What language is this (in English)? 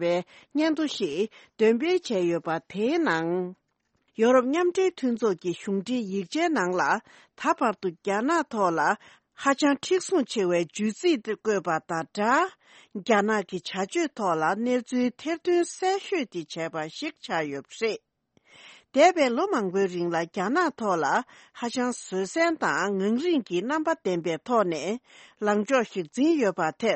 Tibetan